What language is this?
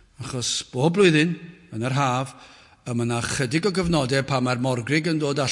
Welsh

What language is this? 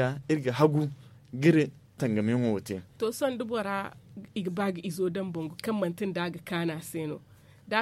Zarma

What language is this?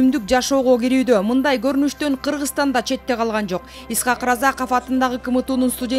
Kyrgyz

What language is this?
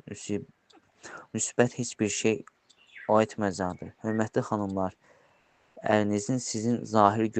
Azerbaijani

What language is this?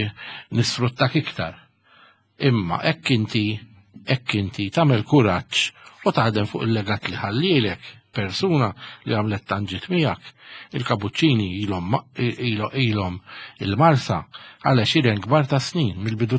Maltese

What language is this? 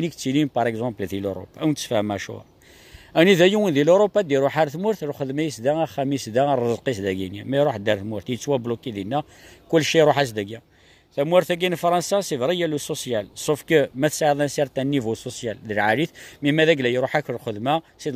Kabyle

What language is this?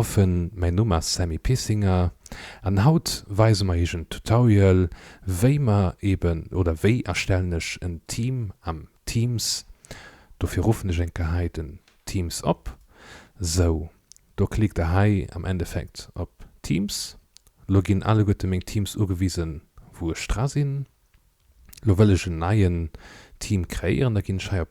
Luxembourgish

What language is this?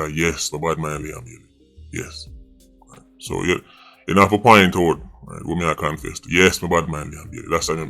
Jamaican Creole English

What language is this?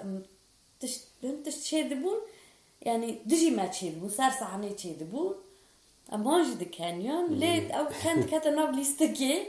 Kurdish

